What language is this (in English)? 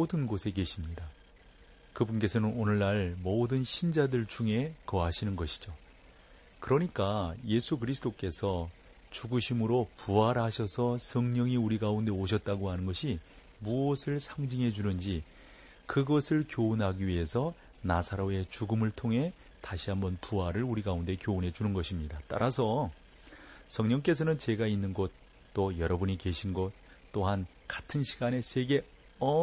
Korean